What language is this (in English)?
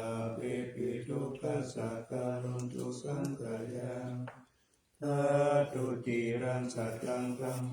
Pali